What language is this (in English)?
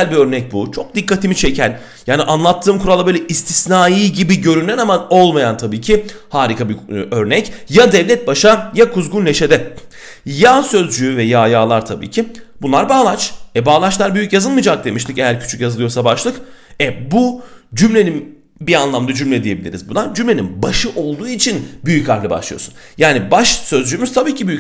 Turkish